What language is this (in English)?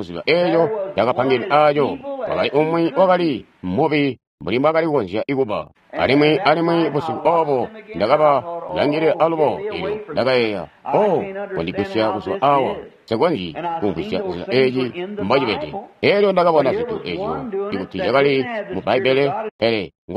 Tonga (Zambia)